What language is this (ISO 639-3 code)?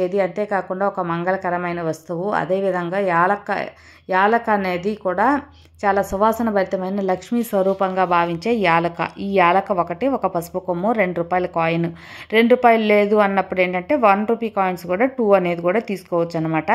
tel